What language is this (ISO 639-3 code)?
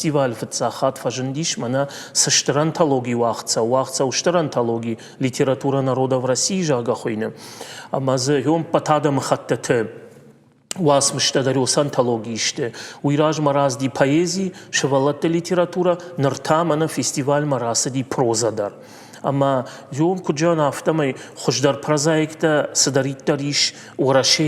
oss